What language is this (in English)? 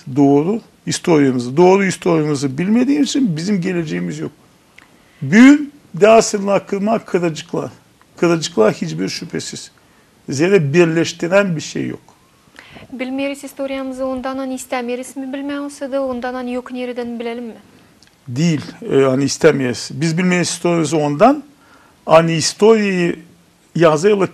Gagauz